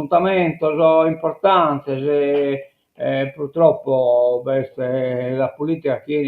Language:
Sardinian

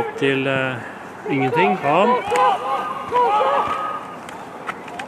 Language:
Norwegian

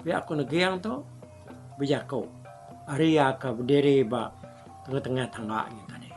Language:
Iban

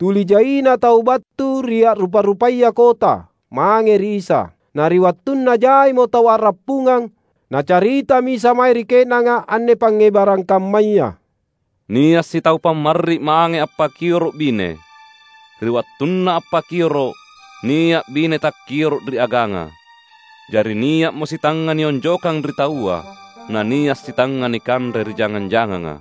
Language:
Makasar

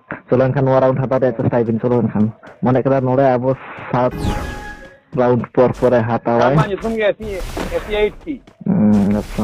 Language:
Santali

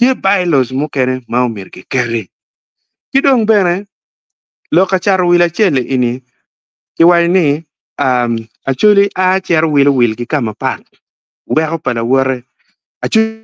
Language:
Acoli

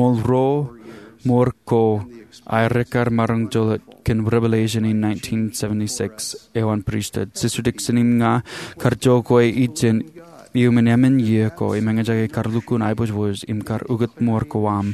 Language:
Marshallese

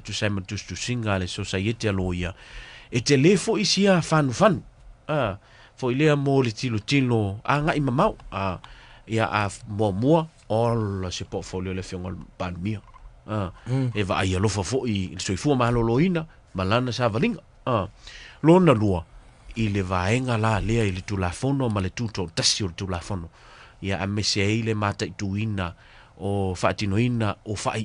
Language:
Samoan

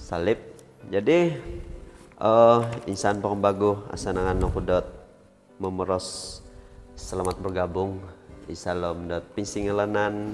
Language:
Central Dusun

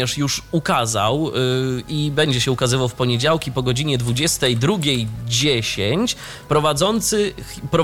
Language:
Polish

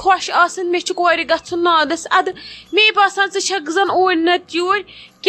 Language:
Kashmiri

